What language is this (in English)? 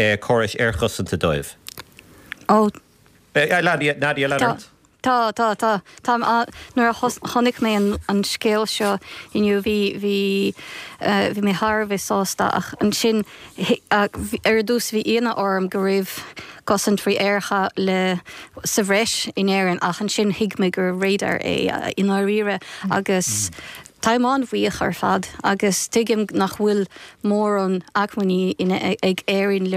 Irish